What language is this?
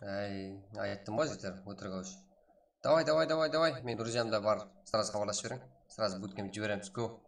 Kara-Kalpak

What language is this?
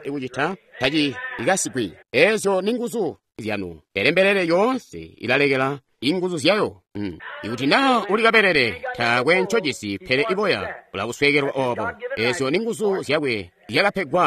Tonga (Zambia)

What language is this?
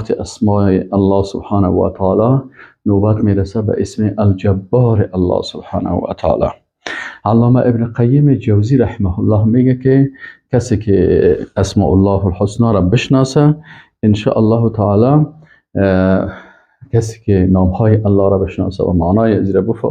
Persian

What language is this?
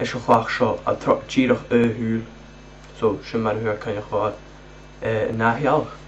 Scottish Gaelic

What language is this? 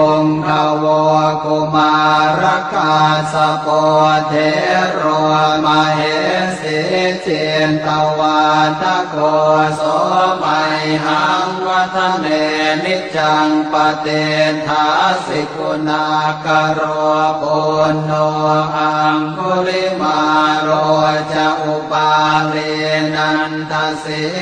Pali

